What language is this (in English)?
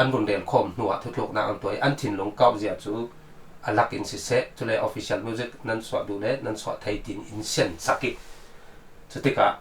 Falam Chin